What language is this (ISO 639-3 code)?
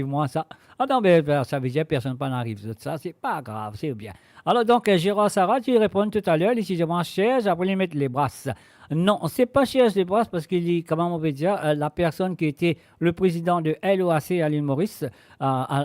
mfe